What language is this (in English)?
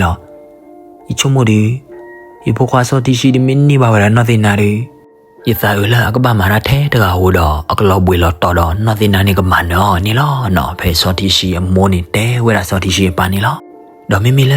S'gaw Karen